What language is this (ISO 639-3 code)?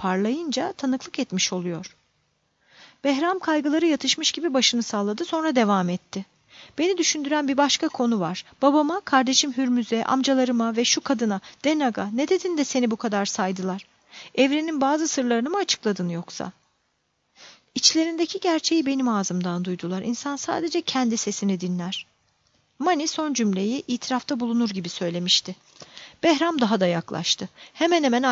tur